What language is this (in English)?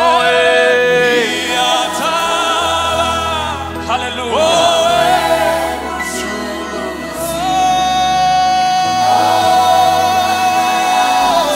Kinyarwanda